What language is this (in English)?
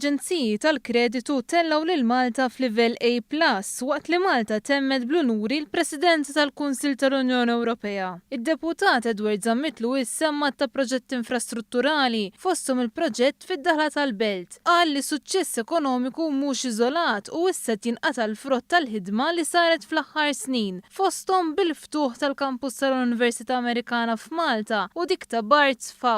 Maltese